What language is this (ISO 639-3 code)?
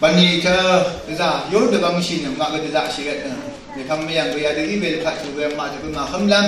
raw